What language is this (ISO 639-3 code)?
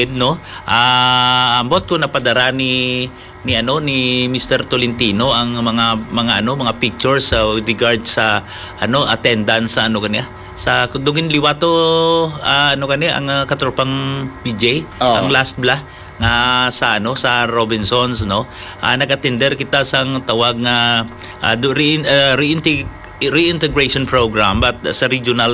hil